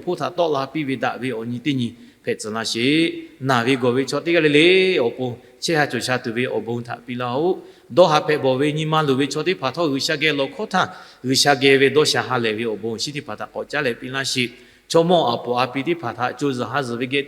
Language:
Lahu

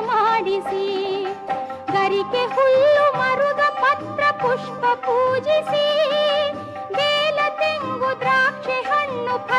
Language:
Kannada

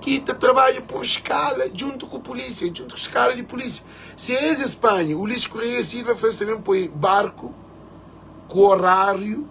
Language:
Kabuverdianu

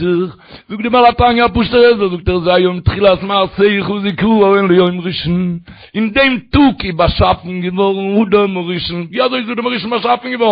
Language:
Yiddish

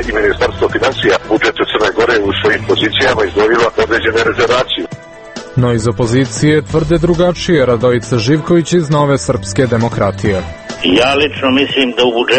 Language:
Serbian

